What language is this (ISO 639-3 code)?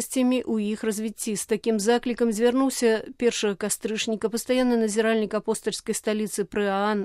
bel